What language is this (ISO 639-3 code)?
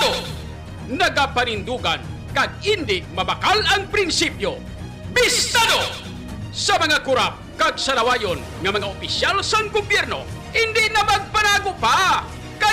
hil